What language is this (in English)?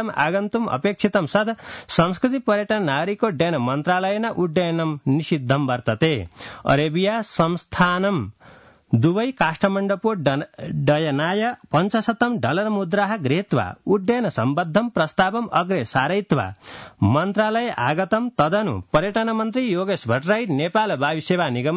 Sanskrit